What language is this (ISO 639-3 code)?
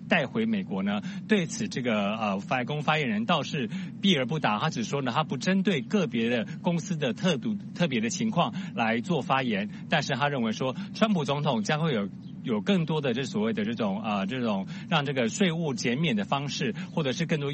zho